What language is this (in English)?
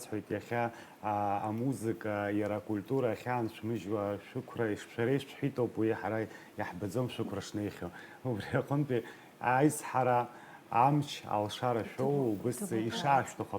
Abkhazian